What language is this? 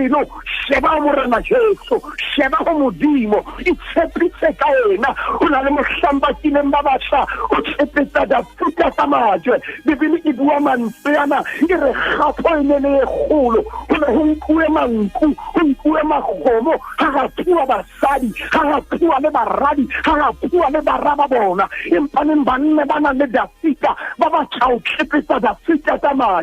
Southern Sotho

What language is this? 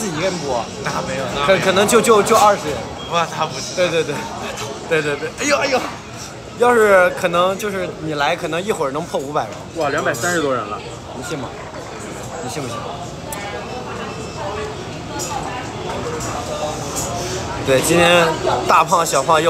Chinese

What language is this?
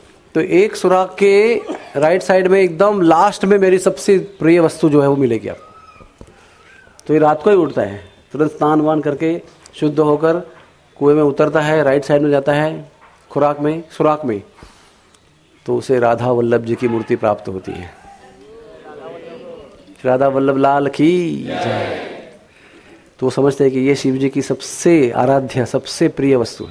Hindi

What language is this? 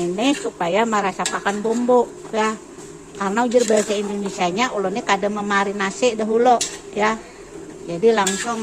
Banjar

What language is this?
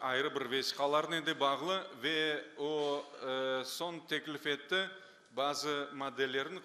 Crimean Tatar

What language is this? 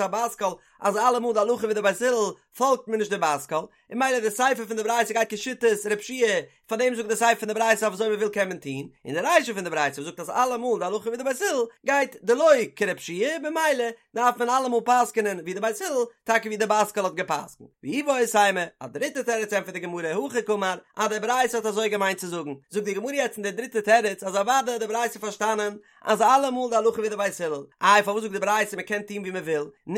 Yiddish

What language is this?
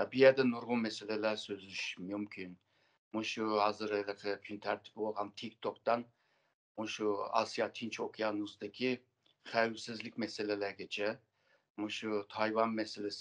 Uyghur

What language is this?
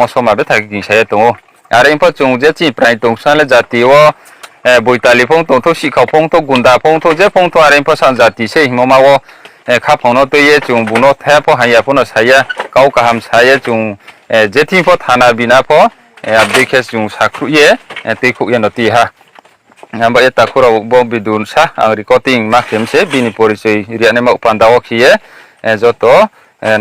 Riang (India)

